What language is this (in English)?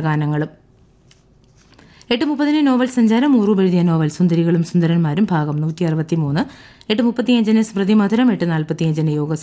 Malayalam